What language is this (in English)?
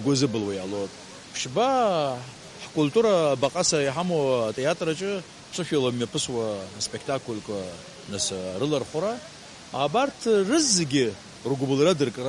Abkhazian